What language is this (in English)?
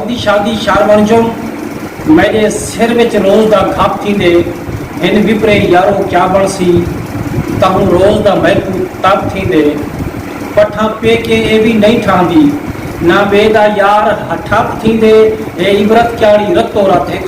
Saraiki